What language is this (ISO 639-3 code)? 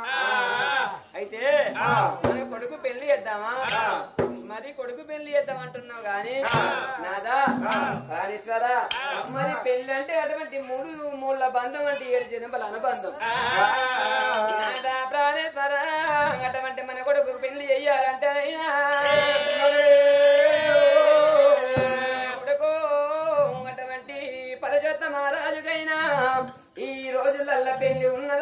tel